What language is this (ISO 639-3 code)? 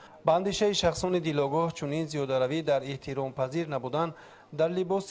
tgk